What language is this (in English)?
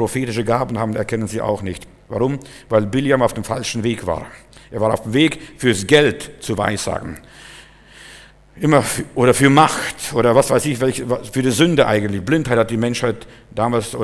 German